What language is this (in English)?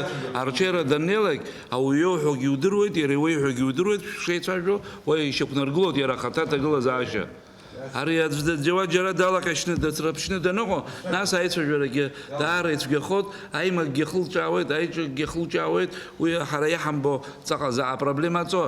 Abkhazian